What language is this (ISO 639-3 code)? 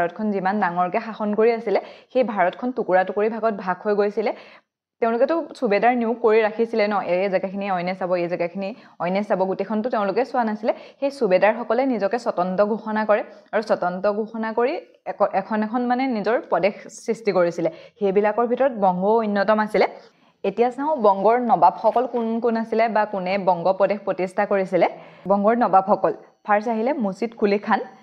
asm